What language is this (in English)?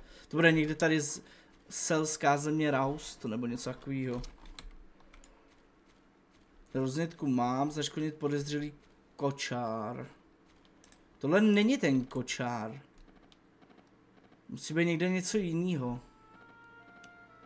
Czech